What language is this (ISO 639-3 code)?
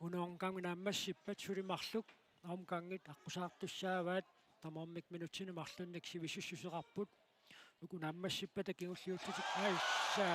kal